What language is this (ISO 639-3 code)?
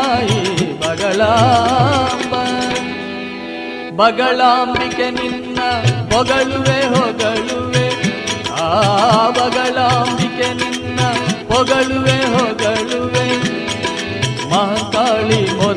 kan